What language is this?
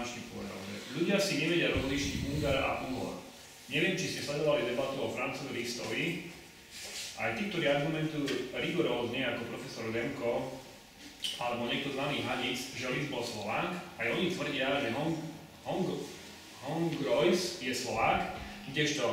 Slovak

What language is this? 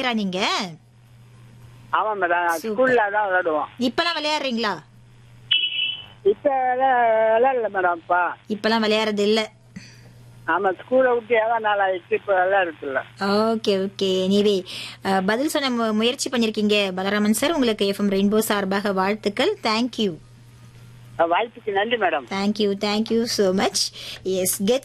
Tamil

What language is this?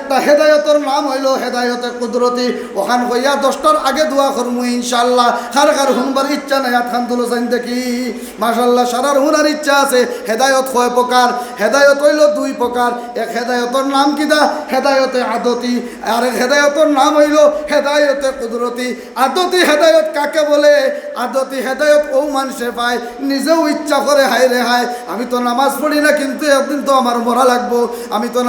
Sylheti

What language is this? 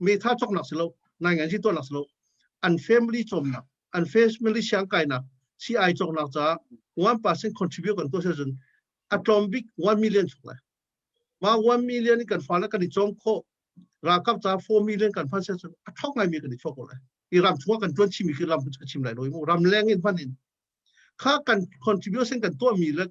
Hakha Chin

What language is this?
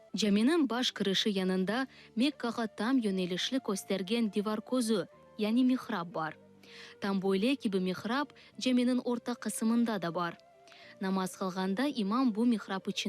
Crimean Tatar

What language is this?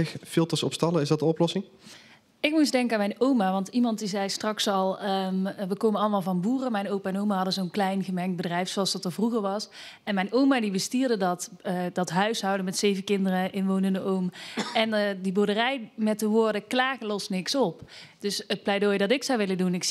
Dutch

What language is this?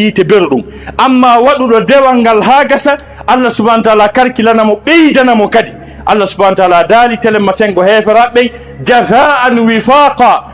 Fula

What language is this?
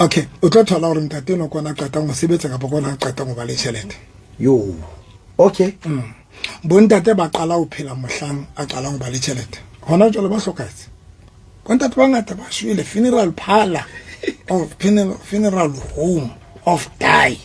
Southern Sotho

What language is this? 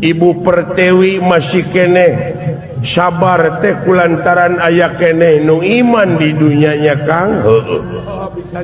Sundanese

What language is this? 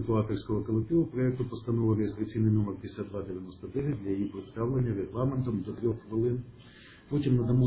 Ukrainian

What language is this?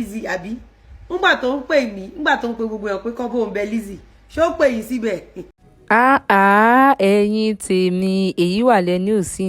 Yoruba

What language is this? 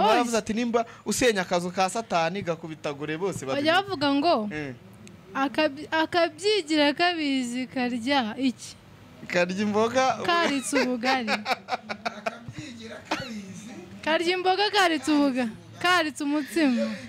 Kinyarwanda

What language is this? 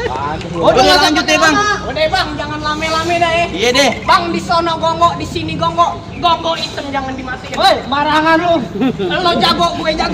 Betawi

